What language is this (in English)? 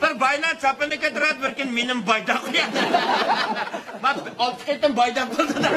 Uyghur